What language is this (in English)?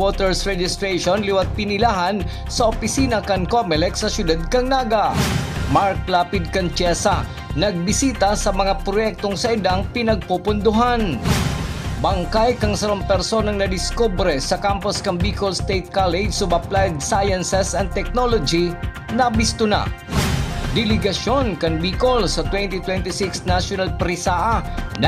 Bikol